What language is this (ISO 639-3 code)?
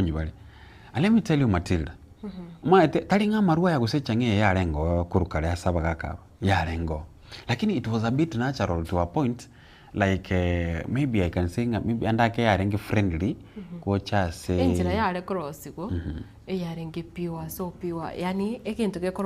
guz